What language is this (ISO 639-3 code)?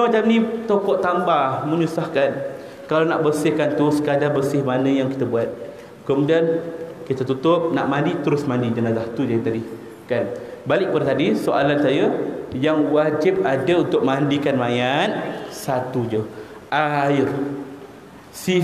msa